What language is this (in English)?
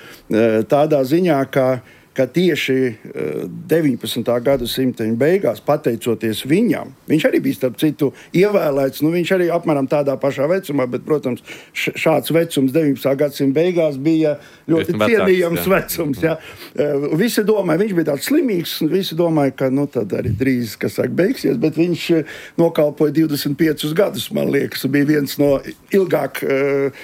Latvian